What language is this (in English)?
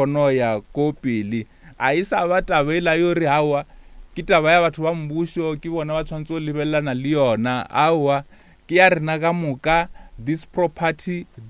Northern Sotho